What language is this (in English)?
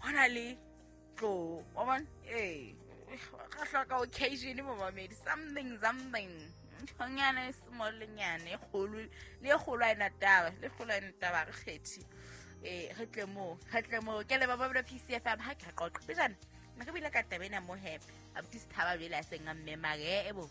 Southern Sotho